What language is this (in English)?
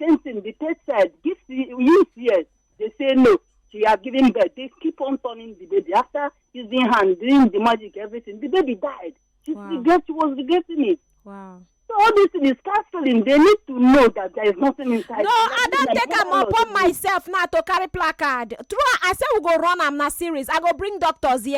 Nigerian Pidgin